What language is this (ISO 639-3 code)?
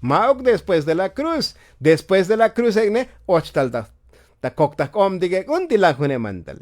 tzo